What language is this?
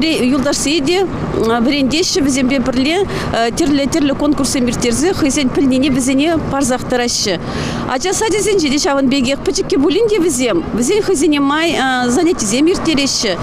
Chuvash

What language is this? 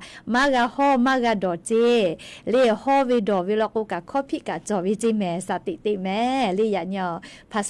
Lahu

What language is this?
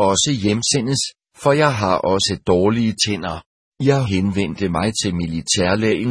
Danish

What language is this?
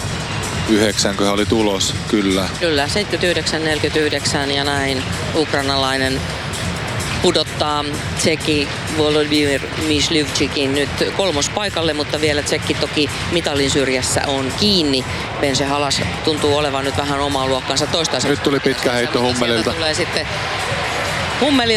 Finnish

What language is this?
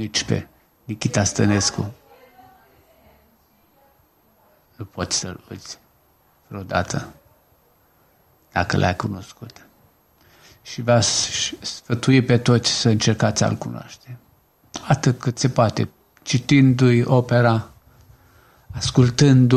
Romanian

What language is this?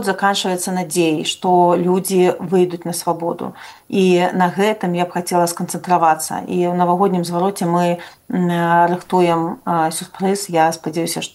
Belarusian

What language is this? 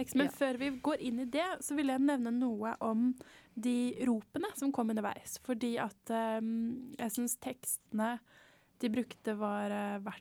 Norwegian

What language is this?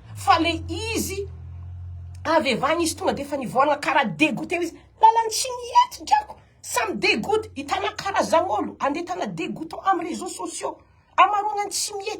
Malagasy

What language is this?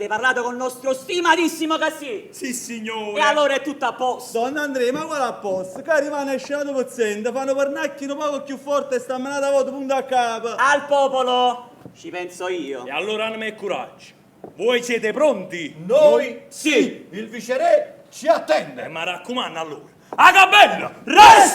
Neapolitan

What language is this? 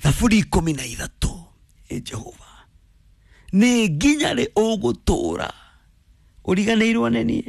Kikuyu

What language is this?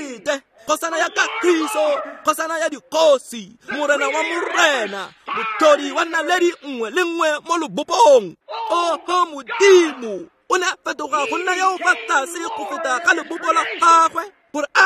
Tswana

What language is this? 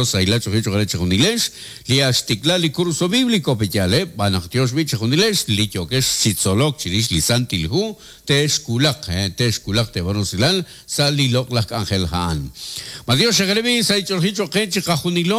Kekchí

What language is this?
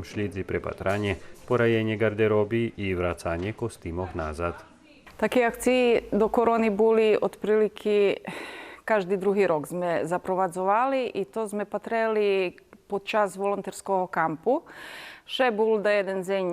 Rusyn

